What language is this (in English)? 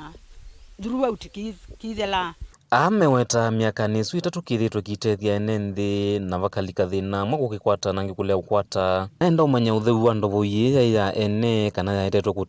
Kamba